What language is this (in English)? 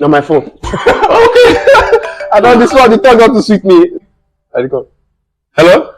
Nigerian Pidgin